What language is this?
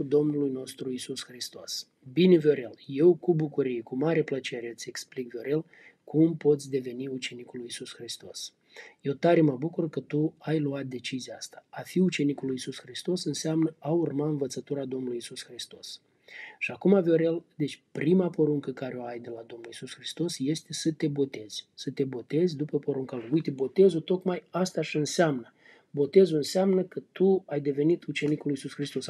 Romanian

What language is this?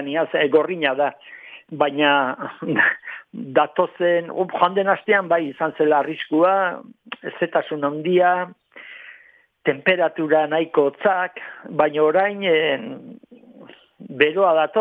Basque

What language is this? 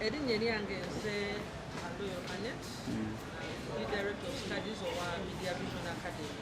Ganda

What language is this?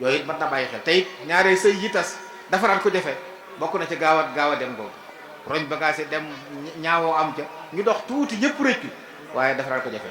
Wolof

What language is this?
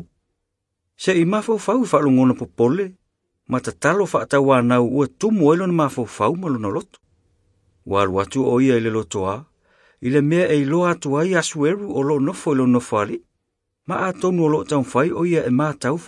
Samoan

